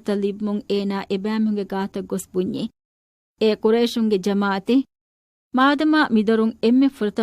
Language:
Divehi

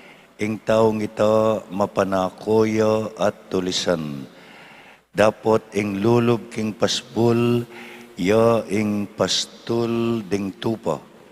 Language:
Pampanga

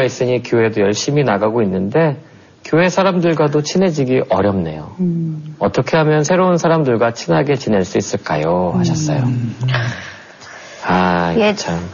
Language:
Korean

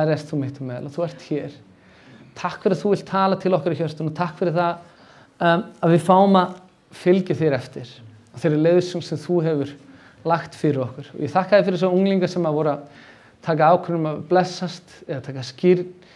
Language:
Icelandic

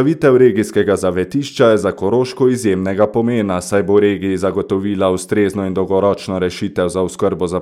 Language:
Slovenian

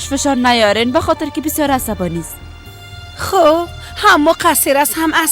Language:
Persian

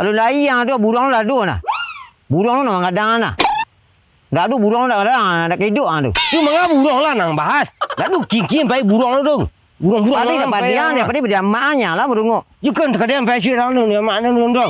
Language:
Minangkabau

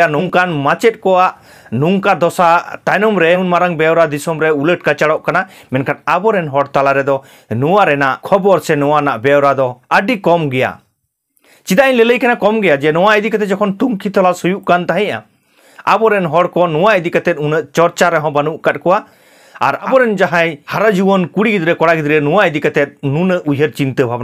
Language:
Santali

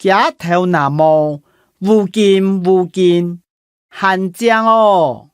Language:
Hakka Chinese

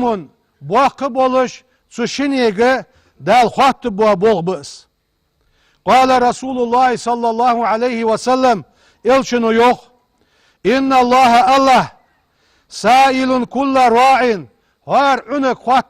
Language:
Ingush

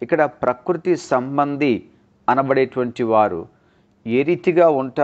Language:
Telugu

